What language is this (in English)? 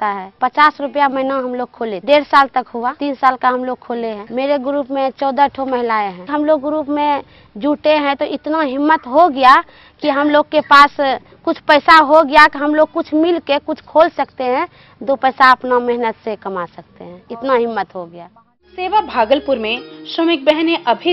Hindi